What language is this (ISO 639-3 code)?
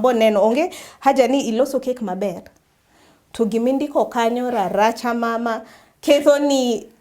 luo